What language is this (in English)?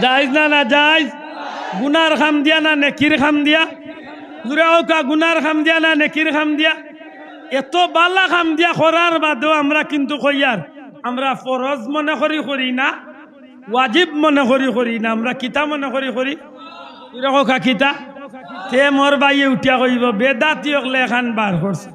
Sylheti